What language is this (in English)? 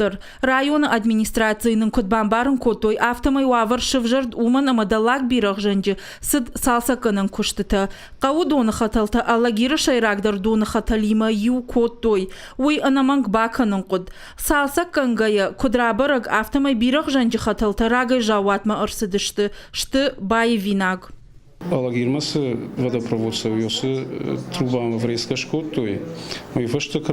Ossetic